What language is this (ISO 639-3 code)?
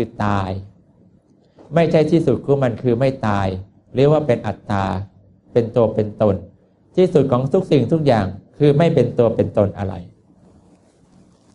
tha